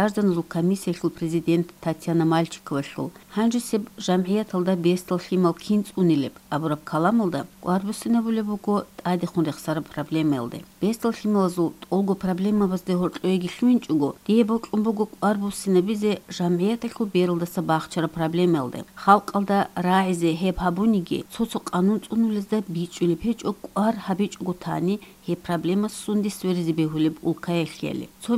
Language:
Avaric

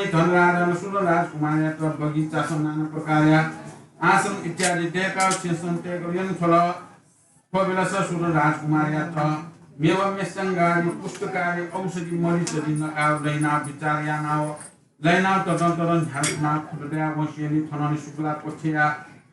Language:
Newari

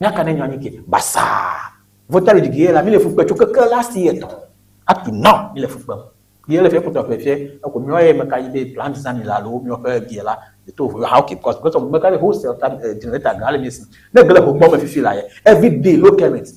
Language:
Ewe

